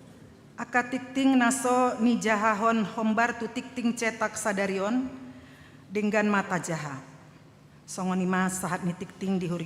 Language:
Batak Toba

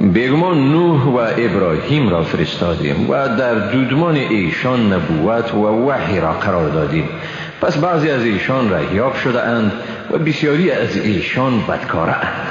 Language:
Persian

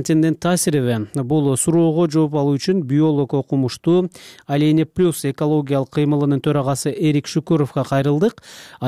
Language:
Kyrgyz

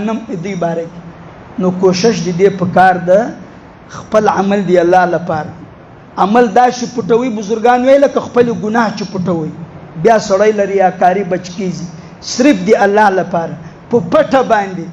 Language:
Pashto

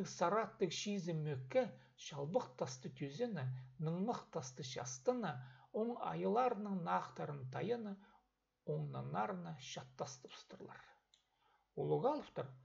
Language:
Khakas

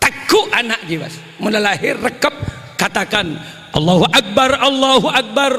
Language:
Madurese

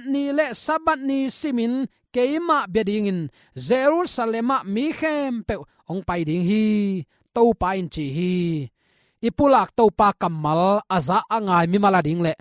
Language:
Tedim Chin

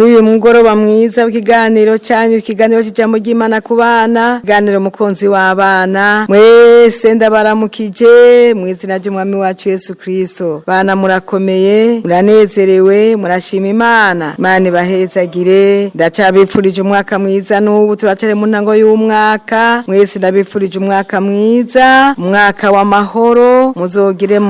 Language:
Rundi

